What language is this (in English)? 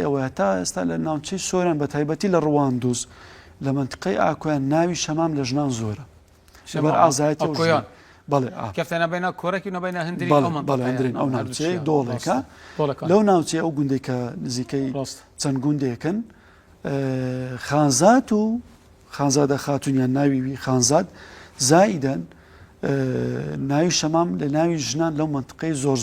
Central Kurdish